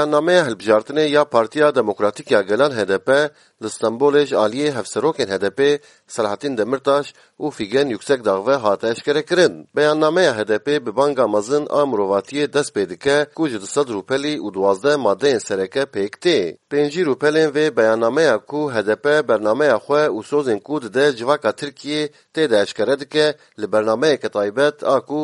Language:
Kurdish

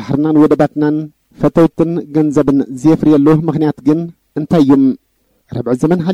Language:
Tigrinya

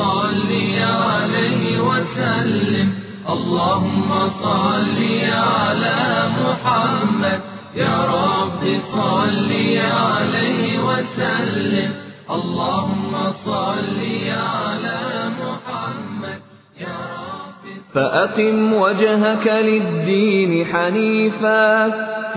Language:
Bosnian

